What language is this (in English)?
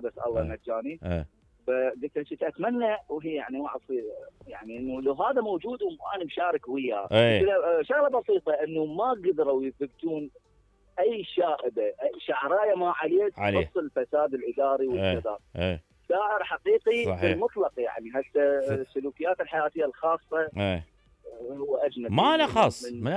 Mesopotamian Arabic